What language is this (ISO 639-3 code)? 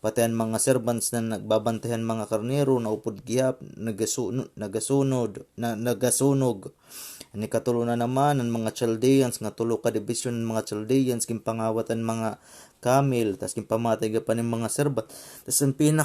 war